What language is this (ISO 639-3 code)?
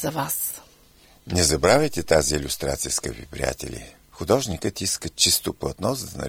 bul